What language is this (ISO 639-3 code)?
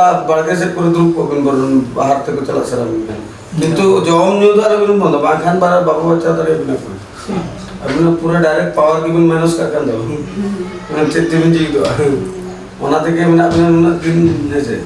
sat